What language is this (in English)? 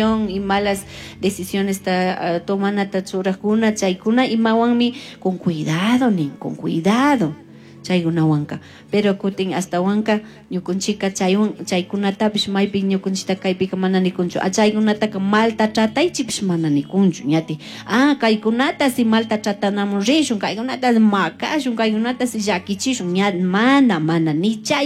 Chimborazo Highland Quichua